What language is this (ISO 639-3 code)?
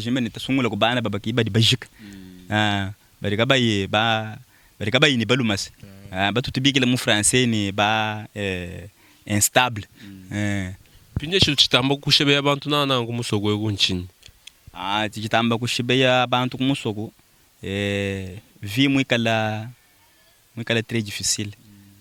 lua